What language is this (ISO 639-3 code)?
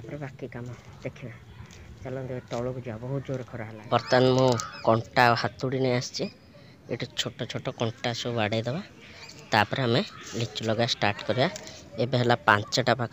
ori